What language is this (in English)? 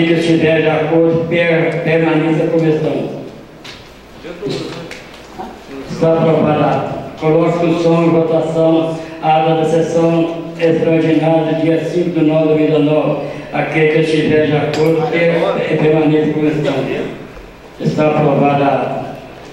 Portuguese